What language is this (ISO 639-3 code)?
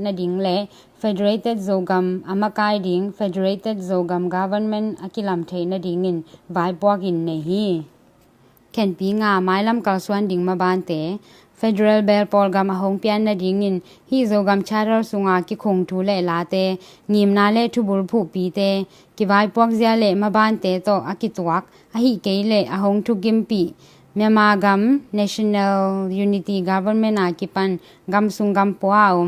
ctd